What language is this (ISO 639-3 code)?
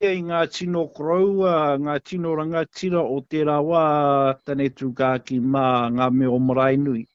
mri